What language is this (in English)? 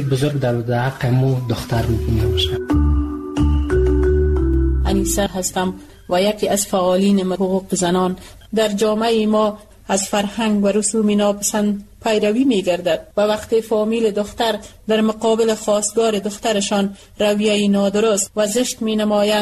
Persian